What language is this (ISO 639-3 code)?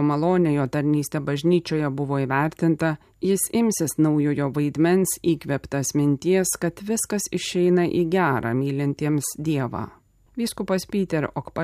lit